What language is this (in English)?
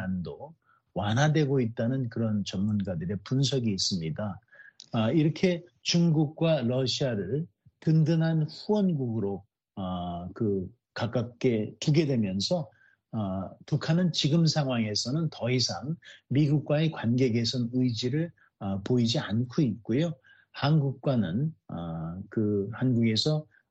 Korean